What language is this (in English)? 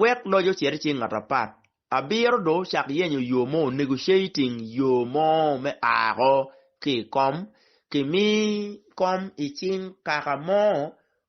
Acoli